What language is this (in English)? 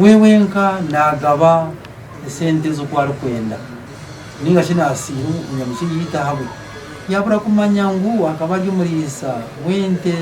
Nyankole